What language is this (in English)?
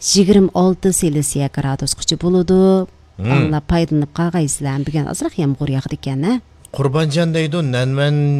Uyghur